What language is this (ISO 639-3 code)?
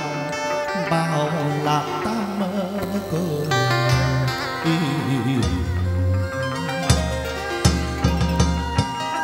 vie